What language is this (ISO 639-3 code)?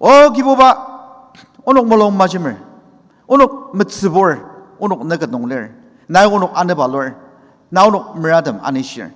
njo